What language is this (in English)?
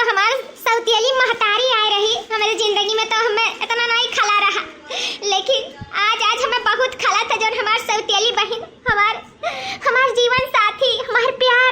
Awadhi